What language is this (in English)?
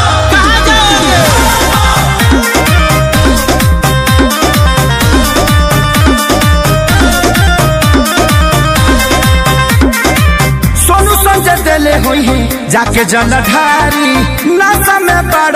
Bhojpuri